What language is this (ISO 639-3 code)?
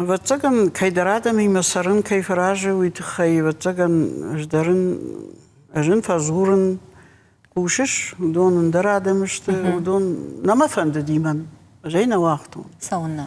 oss